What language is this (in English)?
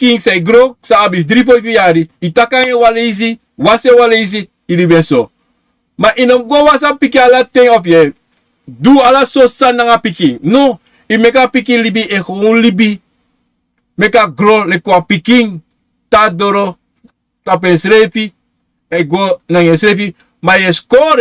Sranan Tongo